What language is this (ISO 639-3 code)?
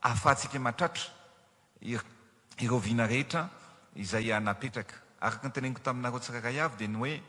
mlg